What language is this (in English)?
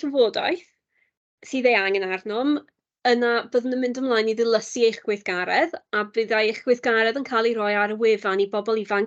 Welsh